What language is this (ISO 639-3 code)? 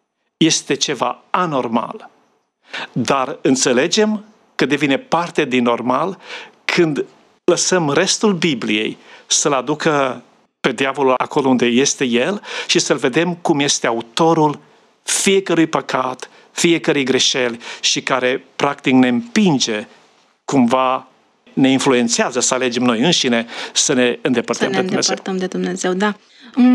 ron